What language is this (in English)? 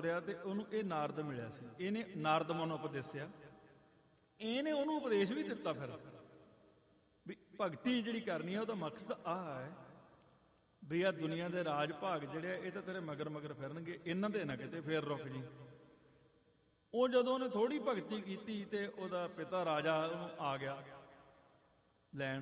Punjabi